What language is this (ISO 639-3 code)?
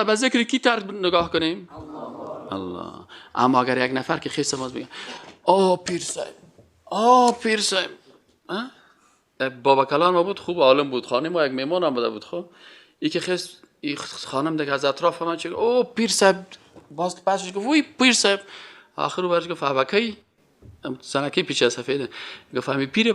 fas